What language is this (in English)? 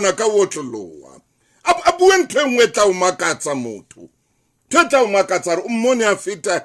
Southern Sotho